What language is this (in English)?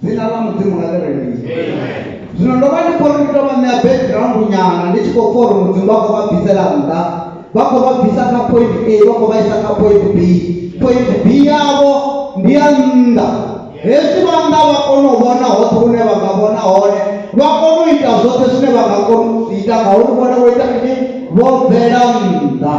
Venda